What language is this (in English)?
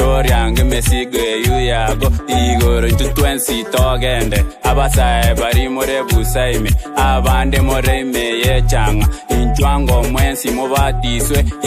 Gusii